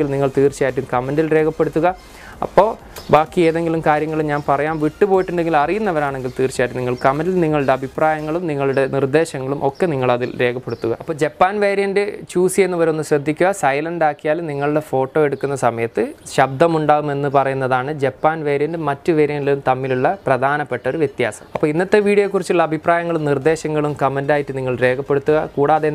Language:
Malayalam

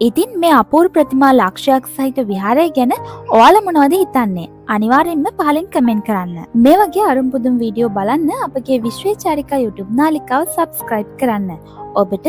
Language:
Sinhala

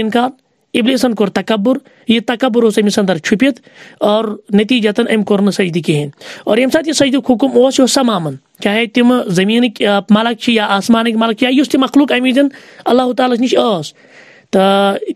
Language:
Kashmiri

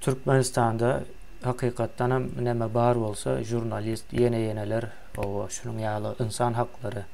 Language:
Turkmen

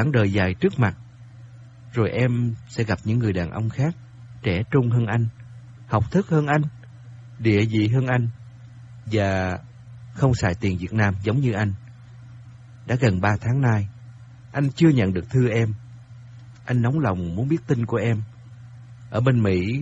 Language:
Vietnamese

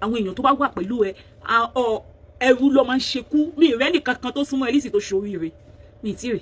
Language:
Yoruba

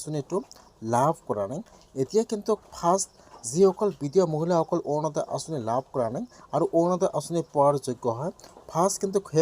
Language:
Assamese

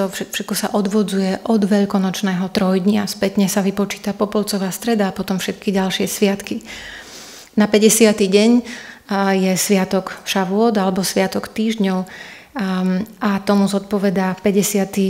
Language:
Slovak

